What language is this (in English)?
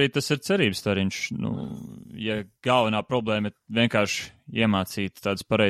Latvian